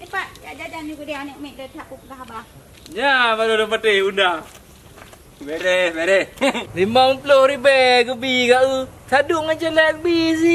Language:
Achinese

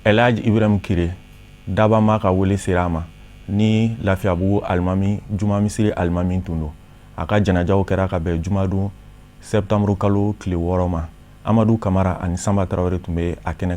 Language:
Bambara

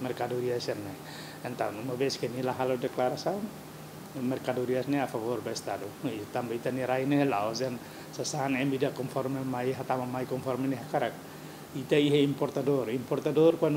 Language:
Tetum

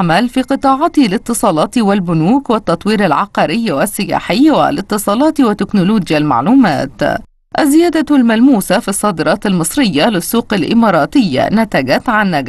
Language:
Arabic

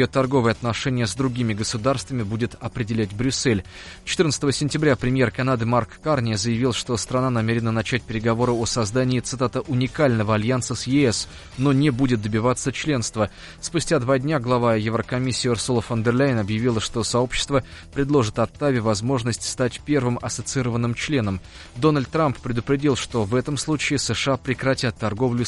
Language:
Russian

